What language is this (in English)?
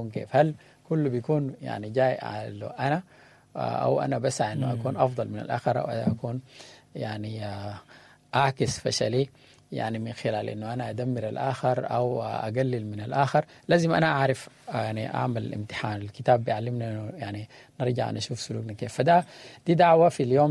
Sudanese Arabic